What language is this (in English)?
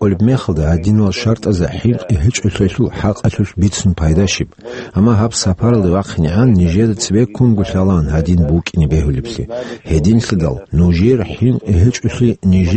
Avaric